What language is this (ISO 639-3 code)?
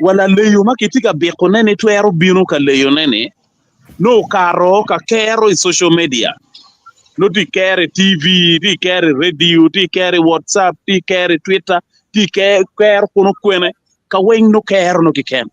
ach